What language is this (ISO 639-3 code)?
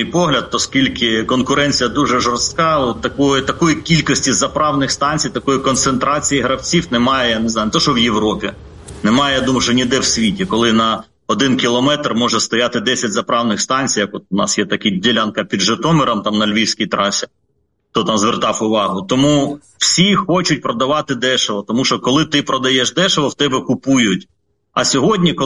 ukr